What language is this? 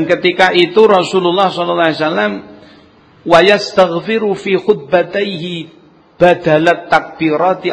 Javanese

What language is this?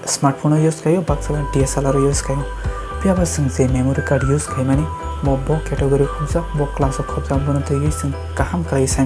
Kok Borok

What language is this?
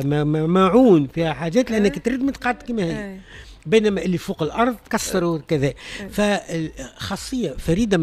Tunisian Arabic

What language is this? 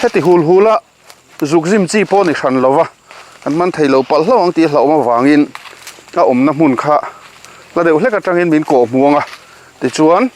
Mizo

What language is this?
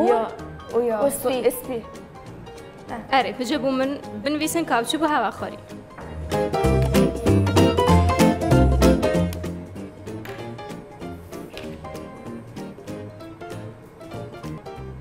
Kurdish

